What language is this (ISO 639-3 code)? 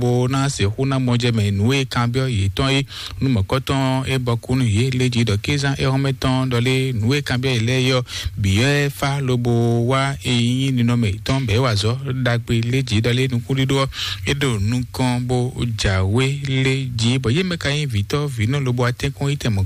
fon